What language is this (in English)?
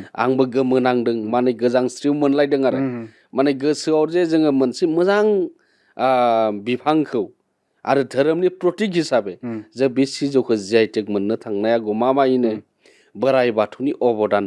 Bodo